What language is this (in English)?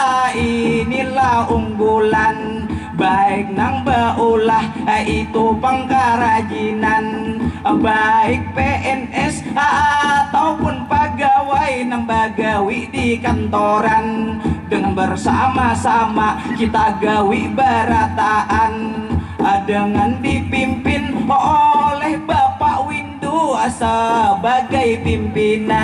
Banjar